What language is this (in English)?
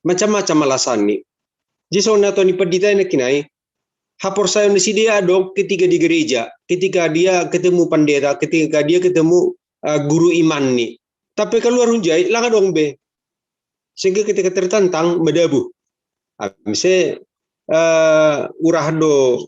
Batak Simalungun